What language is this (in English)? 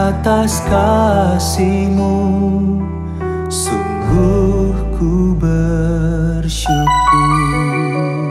Indonesian